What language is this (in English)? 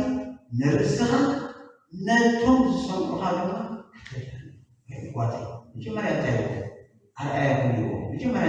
Tigrinya